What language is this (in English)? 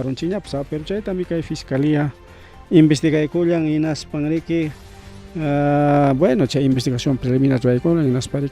Ayacucho Quechua